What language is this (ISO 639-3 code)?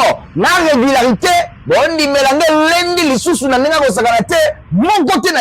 lin